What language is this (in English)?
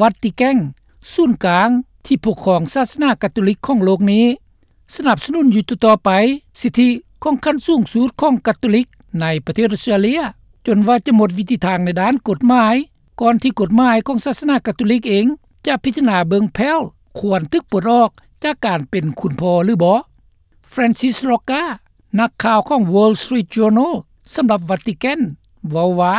Lao